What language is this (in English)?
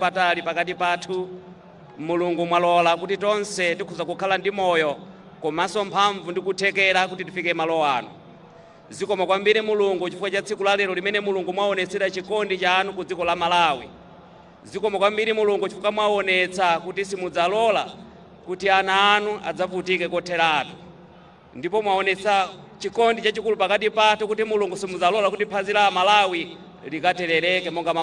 Nyanja